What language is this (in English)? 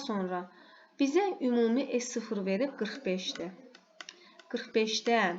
Azerbaijani